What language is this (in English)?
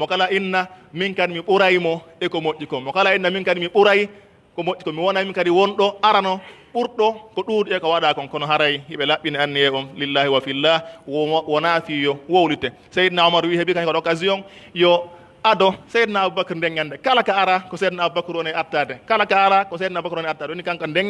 Pular